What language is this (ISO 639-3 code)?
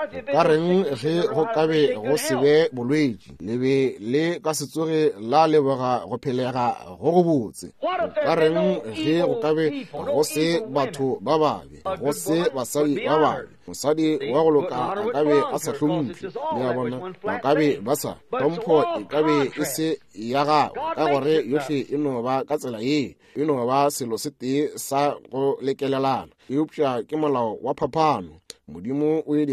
nso